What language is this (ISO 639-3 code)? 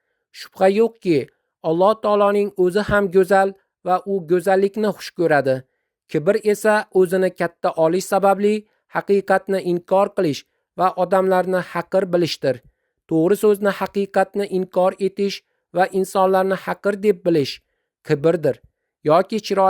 uzb